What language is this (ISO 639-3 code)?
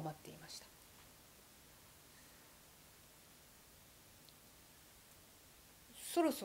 jpn